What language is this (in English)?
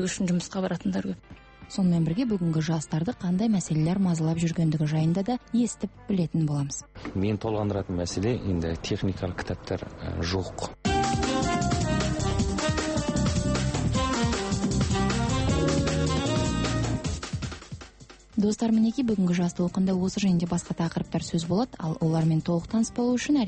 Kazakh